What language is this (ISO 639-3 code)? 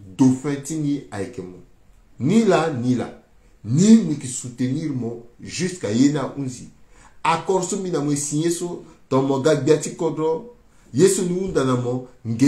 sag